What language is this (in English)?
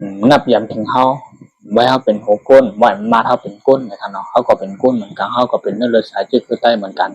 Shan